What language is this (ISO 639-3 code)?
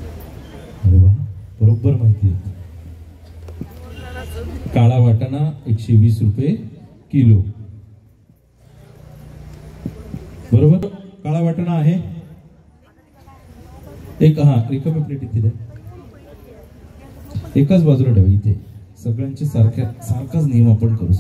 mar